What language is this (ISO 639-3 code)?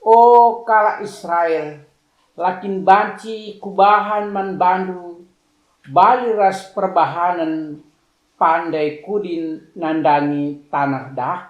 btx